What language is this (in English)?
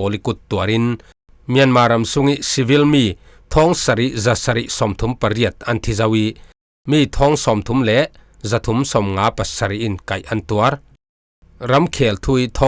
Falam Chin